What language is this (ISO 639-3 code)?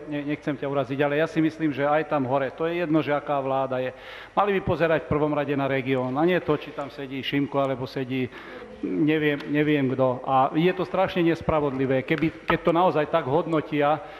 slk